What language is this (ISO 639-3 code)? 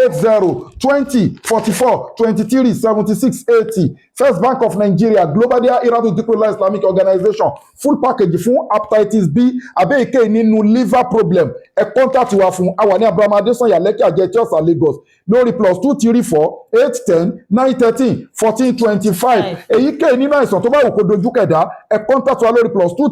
yor